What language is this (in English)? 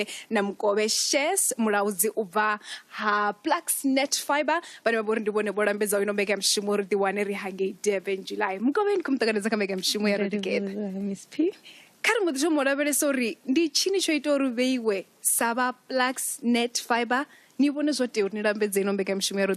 Venda